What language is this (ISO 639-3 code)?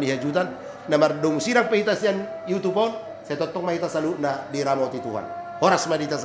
bbc